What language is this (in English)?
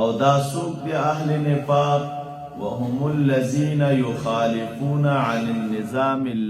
Pashto